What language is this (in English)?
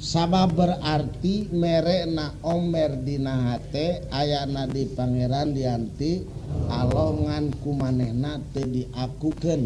Sundanese